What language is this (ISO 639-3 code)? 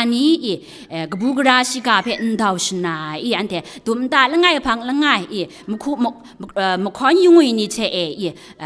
kac